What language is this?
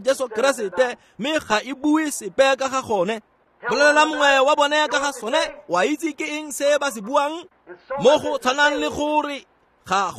Tswana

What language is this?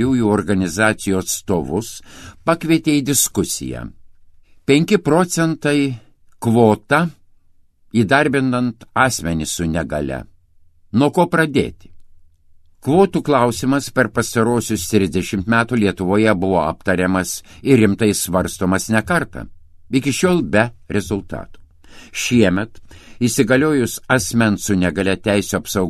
Lithuanian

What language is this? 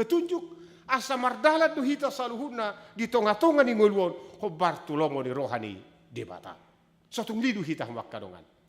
Batak Toba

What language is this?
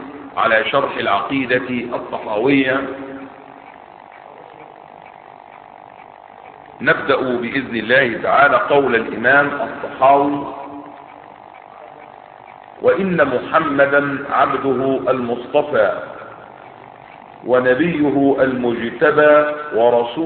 Arabic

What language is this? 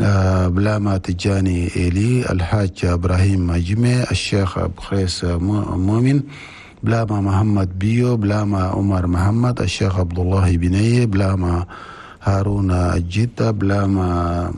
Chadian Arabic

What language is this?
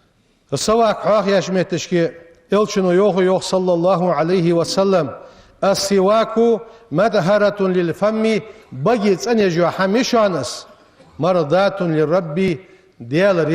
Ingush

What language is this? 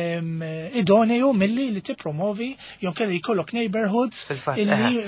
Maltese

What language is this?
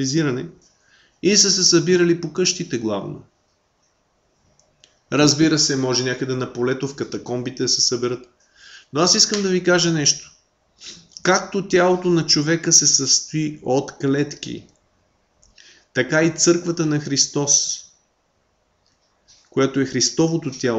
Bulgarian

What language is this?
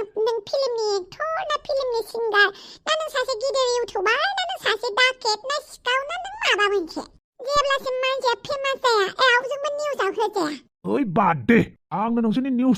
Bodo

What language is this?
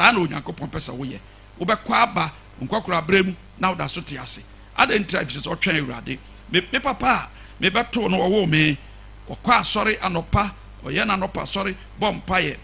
Akan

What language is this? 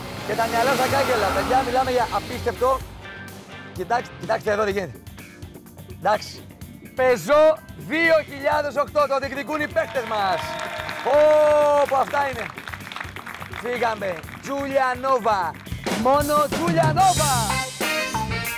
Greek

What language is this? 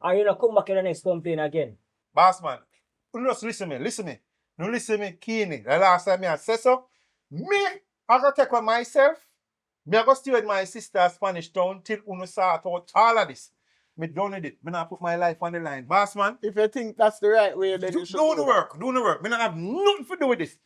Jamaican Creole English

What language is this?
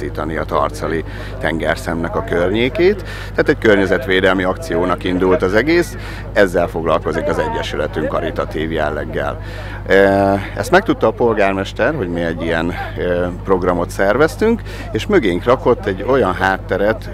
Hungarian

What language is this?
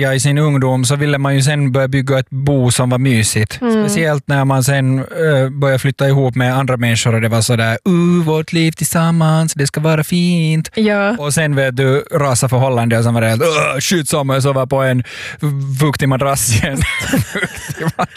Swedish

